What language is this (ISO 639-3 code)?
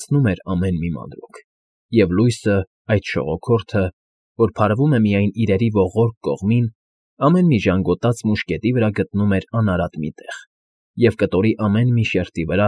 hye